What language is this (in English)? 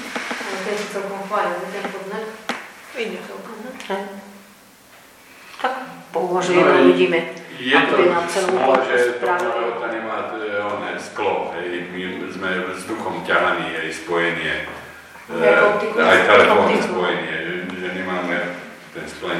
Slovak